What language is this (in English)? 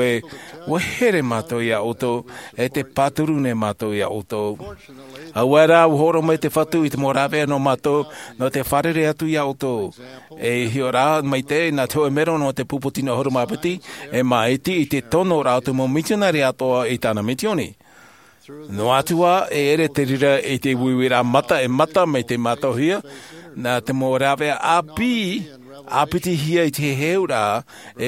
Tahitian